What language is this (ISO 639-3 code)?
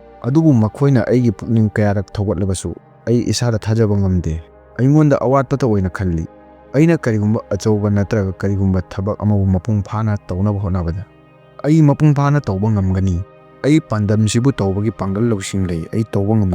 mni